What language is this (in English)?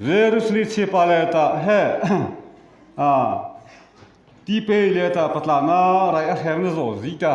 Mara Chin